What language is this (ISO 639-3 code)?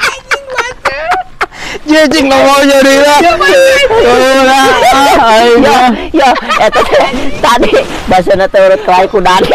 sun